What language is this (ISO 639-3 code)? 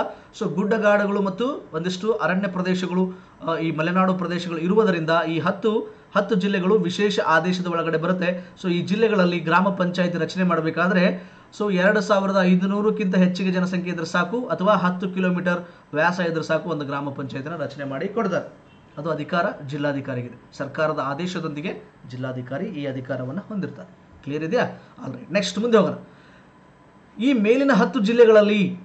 kan